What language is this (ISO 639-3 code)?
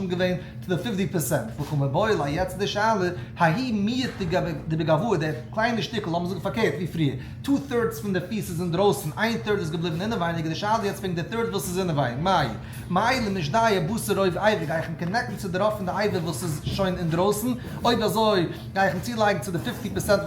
yid